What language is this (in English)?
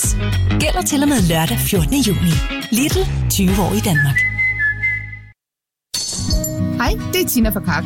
Danish